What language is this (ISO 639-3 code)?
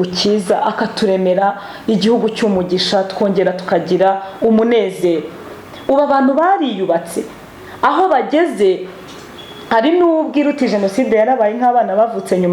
kin